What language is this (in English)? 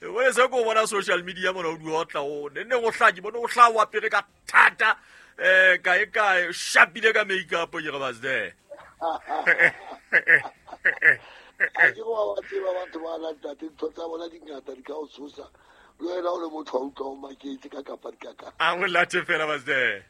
Southern Sotho